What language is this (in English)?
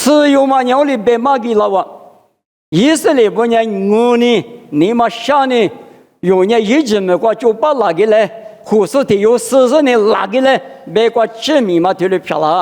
Lisu